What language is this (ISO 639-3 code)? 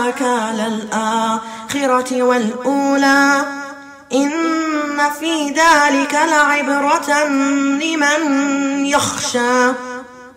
ara